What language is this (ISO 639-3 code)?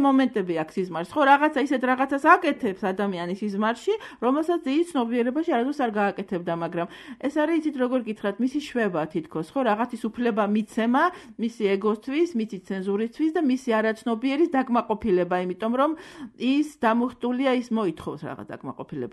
kat